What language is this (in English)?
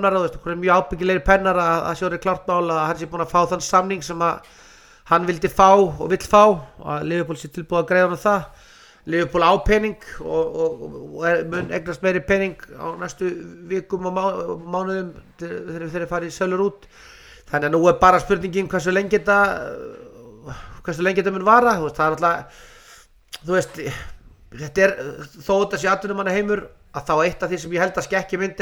Icelandic